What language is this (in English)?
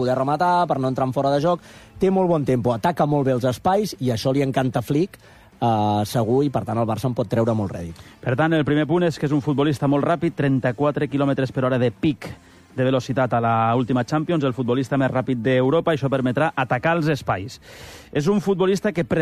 Catalan